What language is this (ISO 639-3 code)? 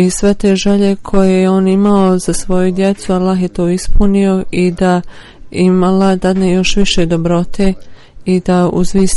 bos